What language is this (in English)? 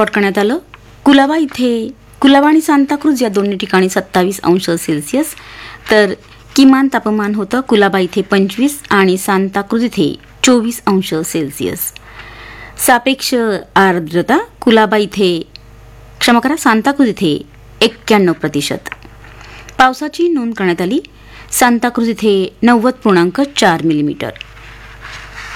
Marathi